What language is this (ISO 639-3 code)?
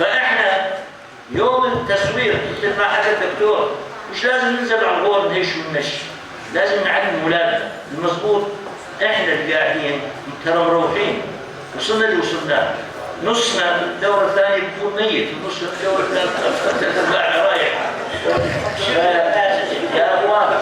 apc